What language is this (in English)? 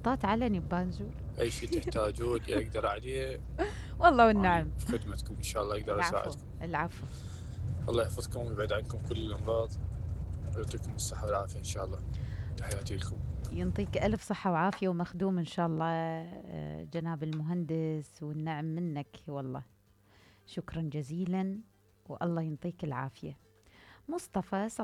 Mesopotamian Arabic